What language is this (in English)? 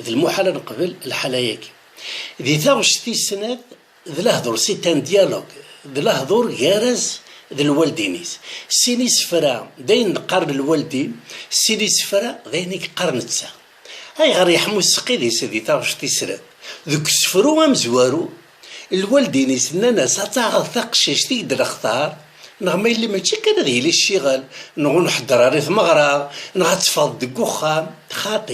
Kabyle